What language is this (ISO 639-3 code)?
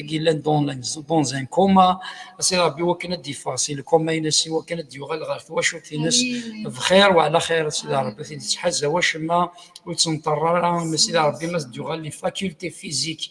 kab